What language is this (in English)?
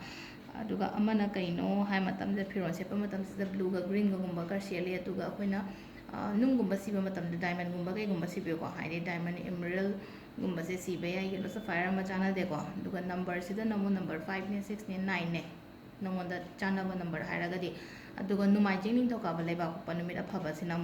Manipuri